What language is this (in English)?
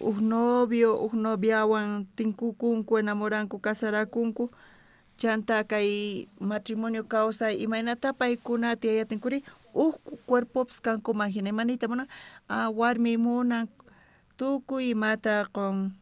South Bolivian Quechua